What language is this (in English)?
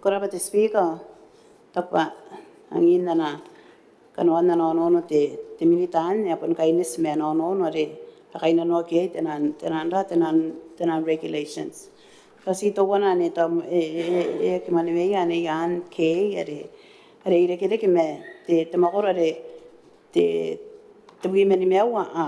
Gilbertese